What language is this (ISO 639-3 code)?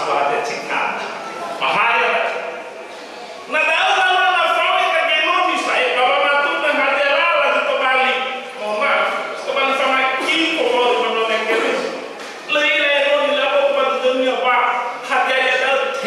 nia